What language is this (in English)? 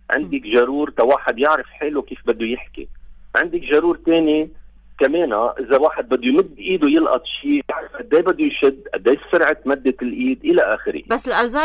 North Levantine Arabic